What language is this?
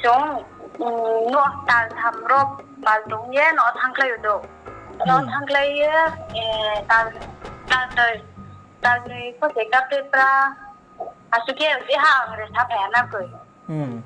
Riang (India)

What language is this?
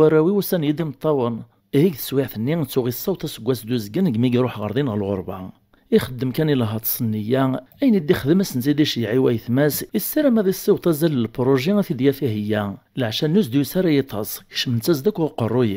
Kabyle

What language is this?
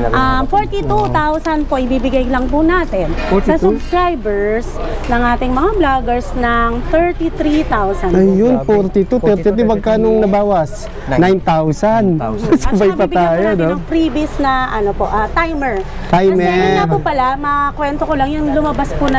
Filipino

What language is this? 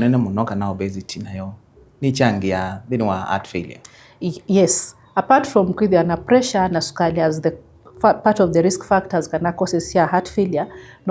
Kamba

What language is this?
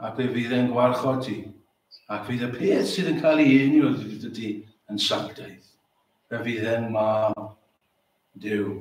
Welsh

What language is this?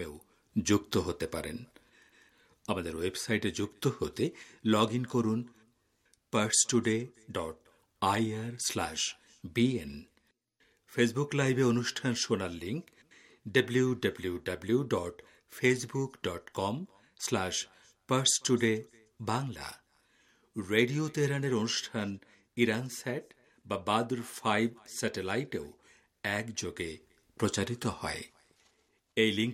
Bangla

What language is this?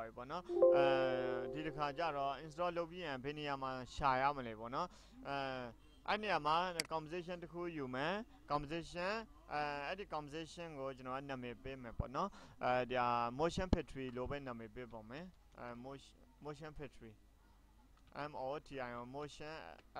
Burmese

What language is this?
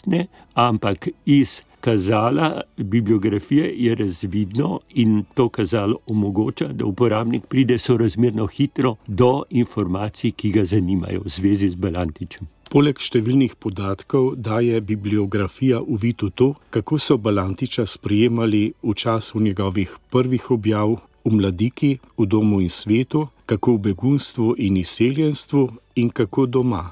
Slovenian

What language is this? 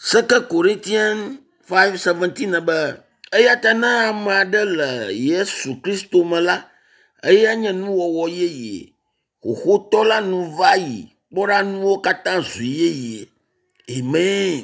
Ewe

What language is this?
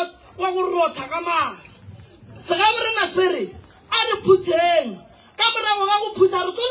Northern Sotho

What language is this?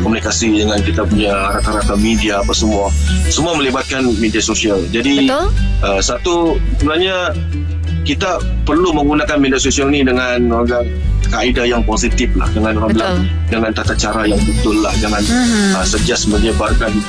Malay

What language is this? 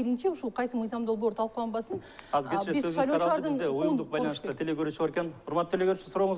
Kyrgyz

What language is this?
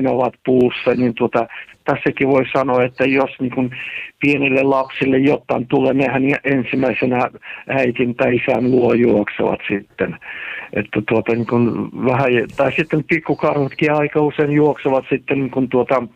Finnish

